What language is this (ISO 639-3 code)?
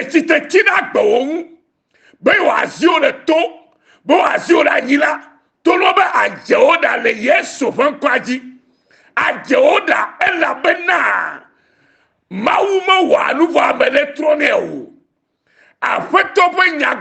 ewe